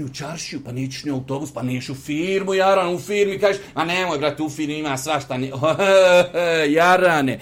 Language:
Bosnian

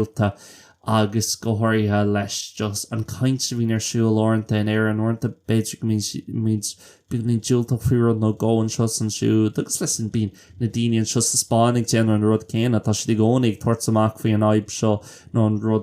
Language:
Irish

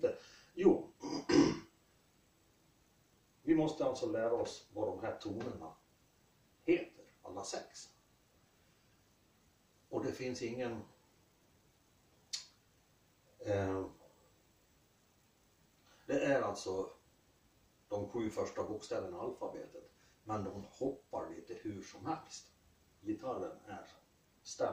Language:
Swedish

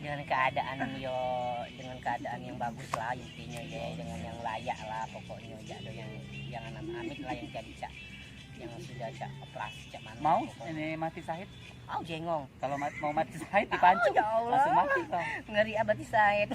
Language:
Musi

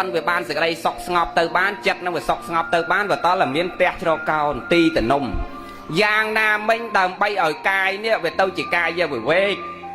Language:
Khmer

